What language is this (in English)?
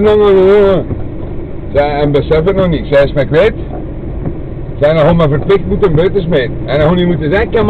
Dutch